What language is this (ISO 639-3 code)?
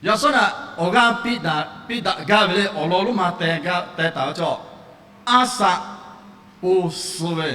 lhu